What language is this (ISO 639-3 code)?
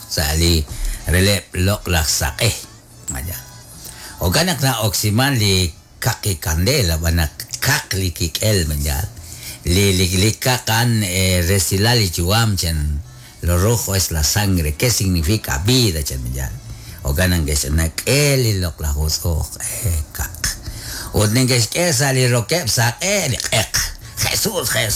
kek